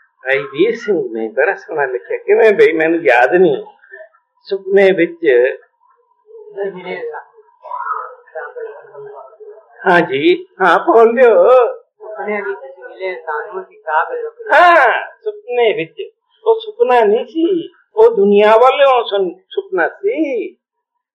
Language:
Punjabi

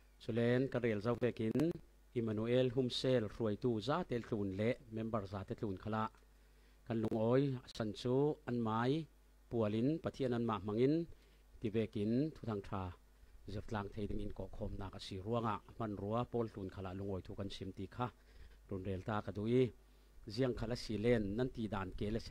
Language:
Falam Chin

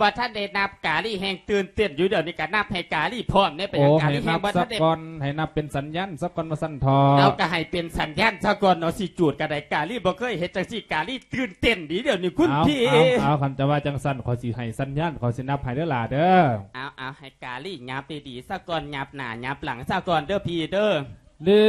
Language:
Lao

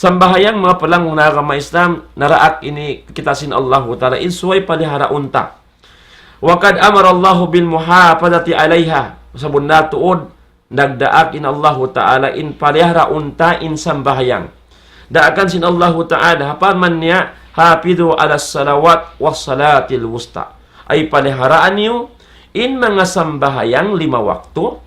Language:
Tausug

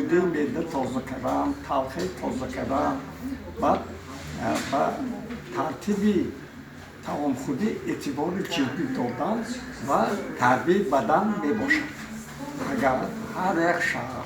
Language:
Tajik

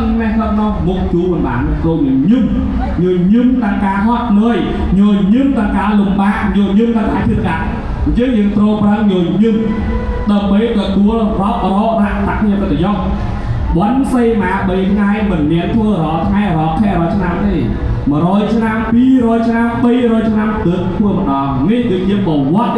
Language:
Khmer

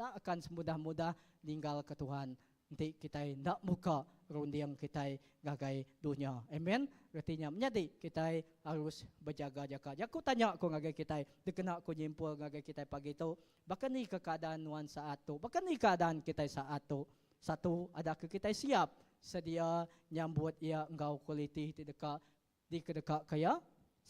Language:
Iban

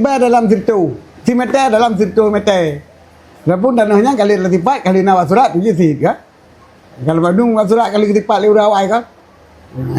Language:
Achinese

